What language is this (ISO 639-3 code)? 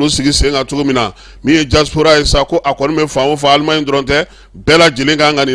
bam